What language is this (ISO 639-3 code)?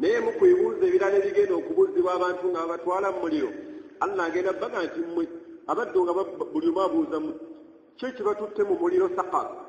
lug